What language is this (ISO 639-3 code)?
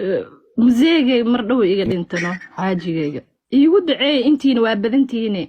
som